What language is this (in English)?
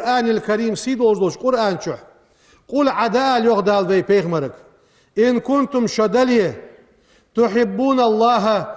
Ingush